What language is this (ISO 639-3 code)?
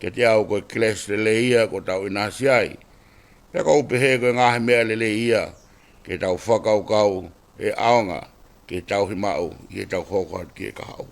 ton